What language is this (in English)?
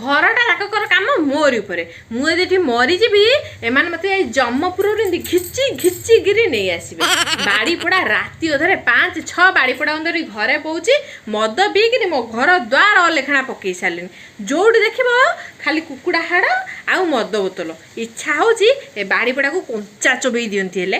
Odia